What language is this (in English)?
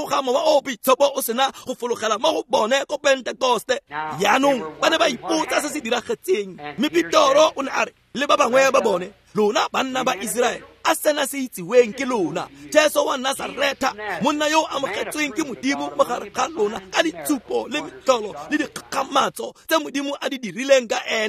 Tswana